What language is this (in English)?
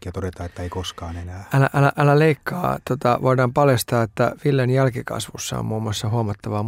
Finnish